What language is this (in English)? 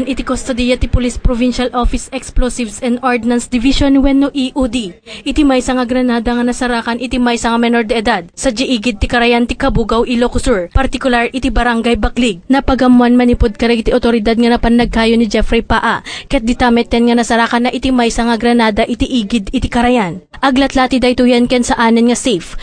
Iloko